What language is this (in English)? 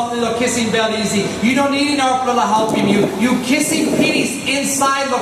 Tok Pisin